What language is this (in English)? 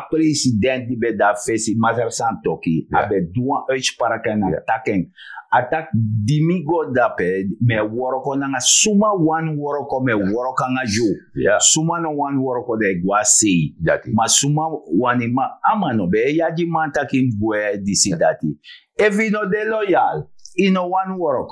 Sranan Tongo